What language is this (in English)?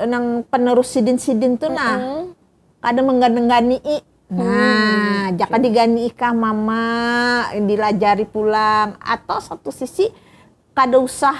Banjar